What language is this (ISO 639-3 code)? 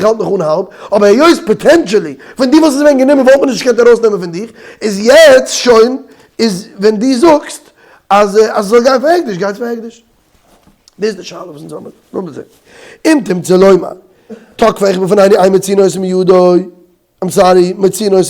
yid